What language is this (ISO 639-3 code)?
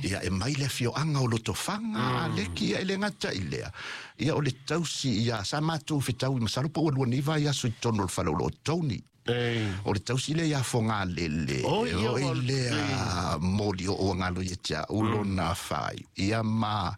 smo